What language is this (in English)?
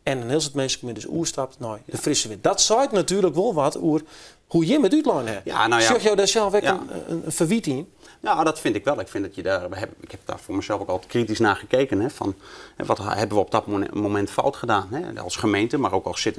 Western Frisian